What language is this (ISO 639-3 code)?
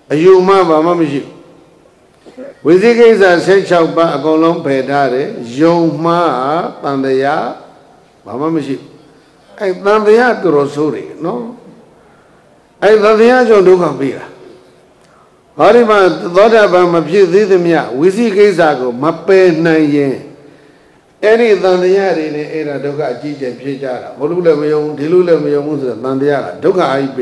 mya